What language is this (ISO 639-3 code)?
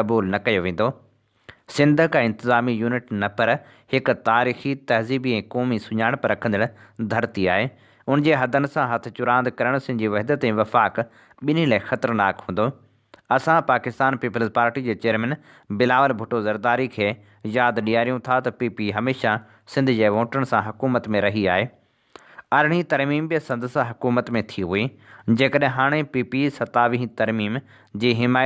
snd